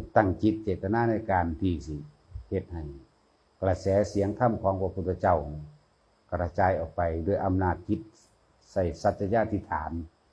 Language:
Lao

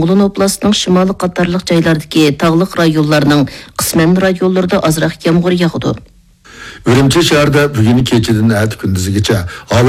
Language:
Uyghur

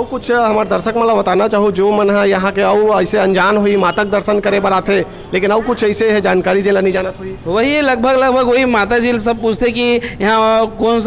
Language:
Chhattisgarhi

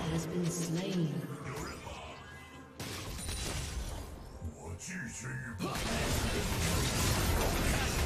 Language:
Chinese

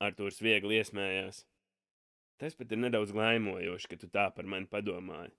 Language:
Latvian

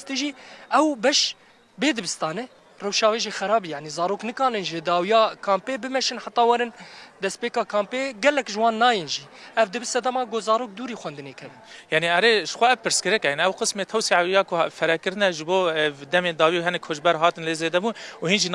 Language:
Kurdish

